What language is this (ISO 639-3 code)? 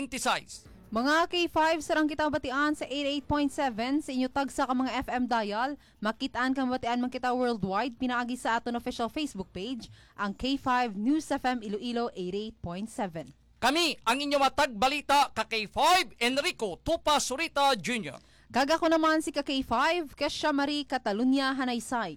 hil